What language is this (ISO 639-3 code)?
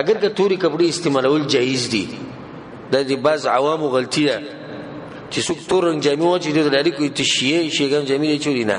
pus